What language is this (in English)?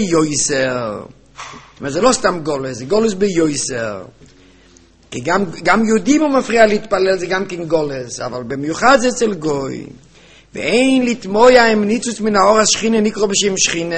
Hebrew